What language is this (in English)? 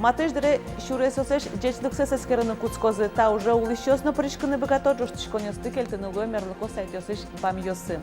Udmurt